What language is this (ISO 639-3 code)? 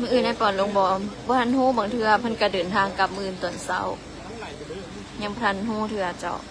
lao